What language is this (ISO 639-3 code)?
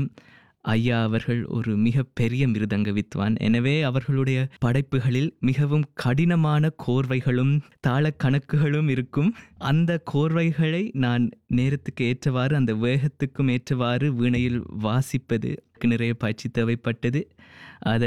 tam